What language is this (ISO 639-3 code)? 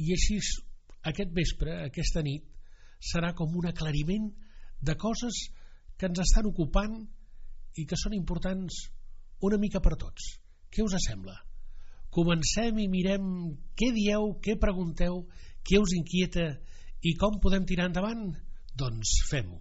cat